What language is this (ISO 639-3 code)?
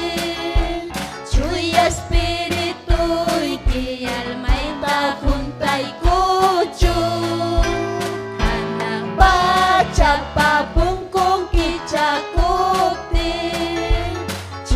quy